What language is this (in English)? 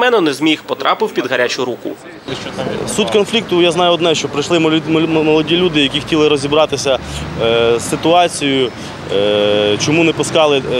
Ukrainian